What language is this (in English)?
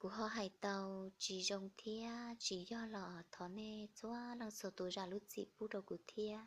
Hmong